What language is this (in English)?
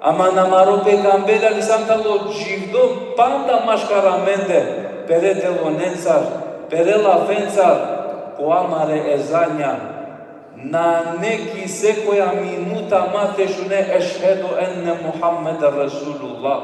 Balkan Romani